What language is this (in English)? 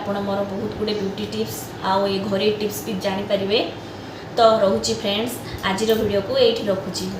Odia